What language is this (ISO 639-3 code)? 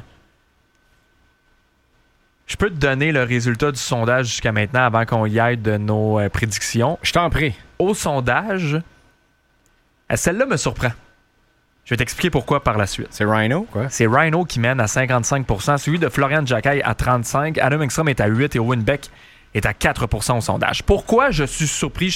fra